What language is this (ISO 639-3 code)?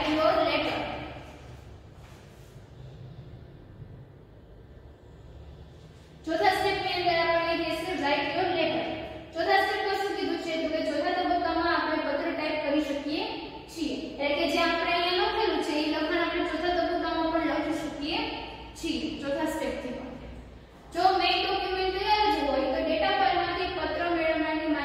guj